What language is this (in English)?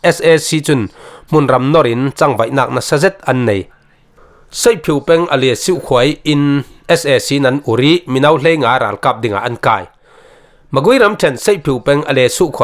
Falam Chin